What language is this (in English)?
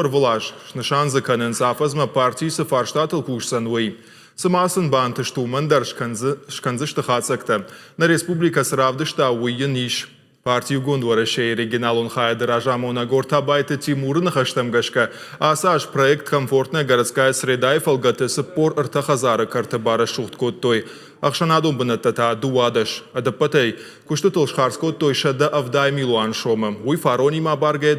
Ossetic